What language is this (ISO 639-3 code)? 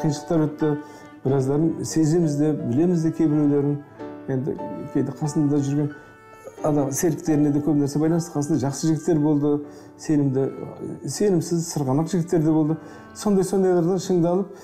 kaz